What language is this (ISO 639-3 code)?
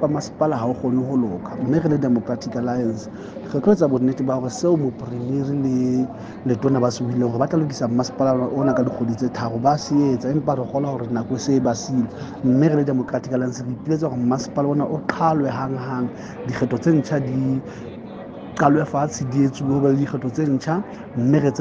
sot